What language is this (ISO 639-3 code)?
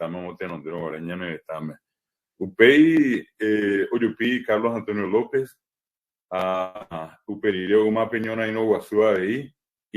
grn